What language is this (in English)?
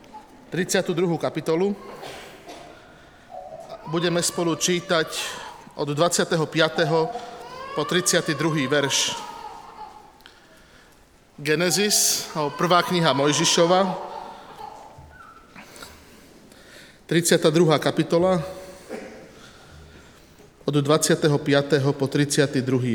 Slovak